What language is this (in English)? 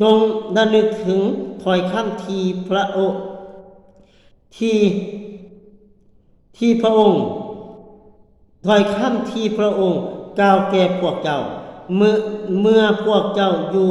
Lao